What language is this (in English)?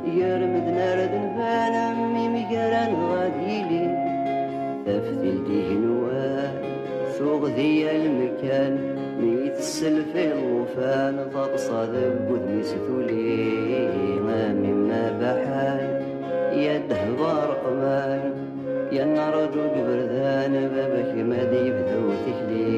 Kabyle